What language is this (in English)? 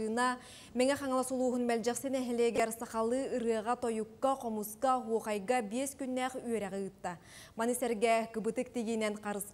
Yakut